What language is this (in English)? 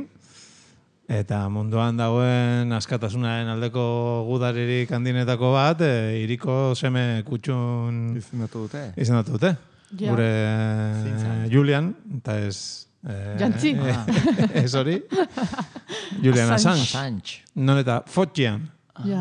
Basque